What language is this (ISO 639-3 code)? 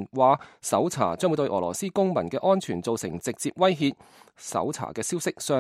yue